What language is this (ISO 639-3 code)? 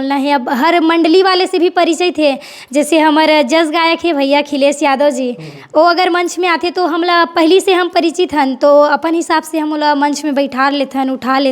hne